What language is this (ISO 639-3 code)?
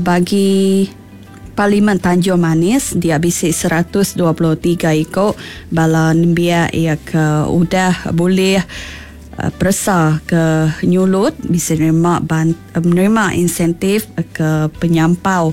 iba